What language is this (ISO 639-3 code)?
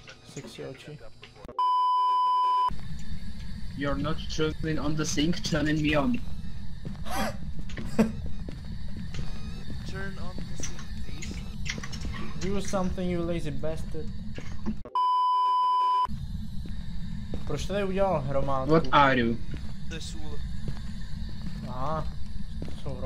ces